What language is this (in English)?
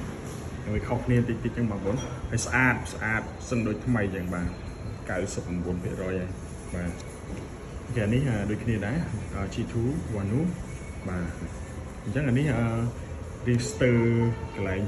Khmer